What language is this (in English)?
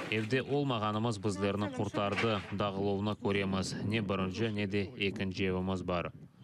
Crimean Tatar